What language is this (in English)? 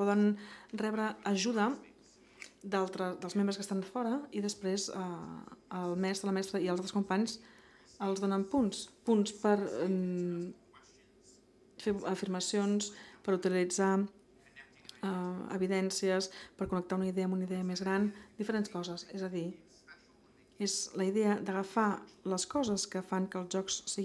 Catalan